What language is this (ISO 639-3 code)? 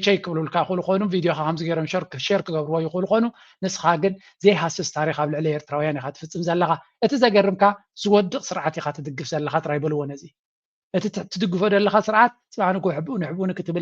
tir